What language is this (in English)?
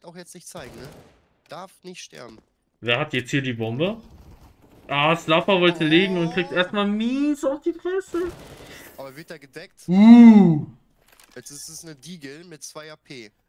German